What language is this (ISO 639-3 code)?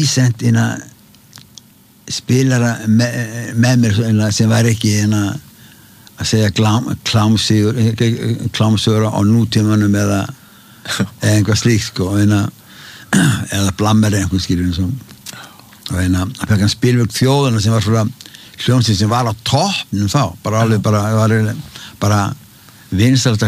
isl